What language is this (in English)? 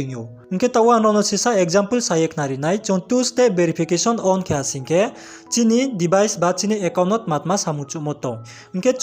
Riang (India)